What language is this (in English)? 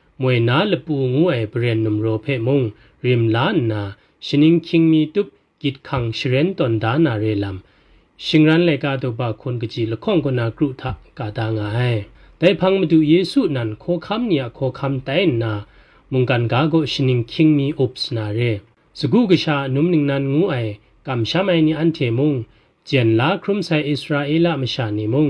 Kachin